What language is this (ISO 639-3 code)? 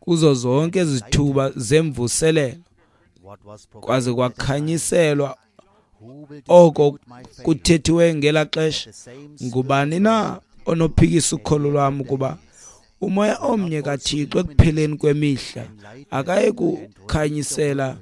xho